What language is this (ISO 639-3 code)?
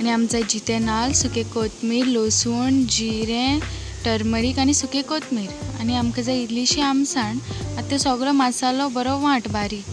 kok